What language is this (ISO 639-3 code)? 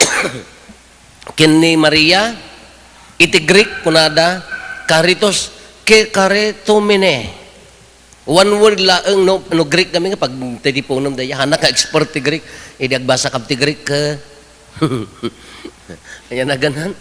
ilo